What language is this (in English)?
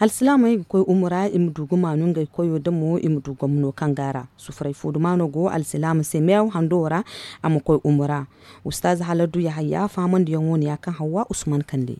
Zarma